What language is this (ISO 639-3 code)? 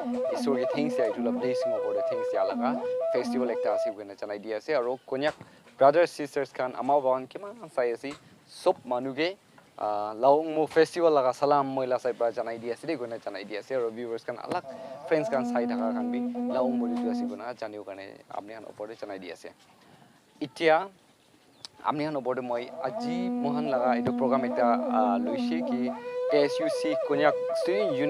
nag